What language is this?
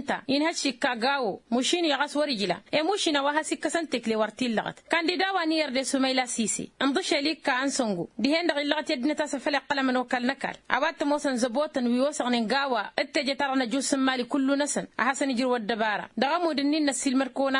Tamasheq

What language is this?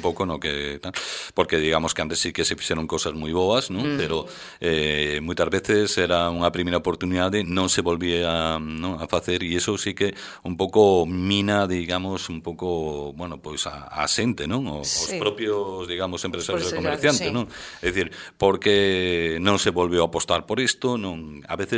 Galician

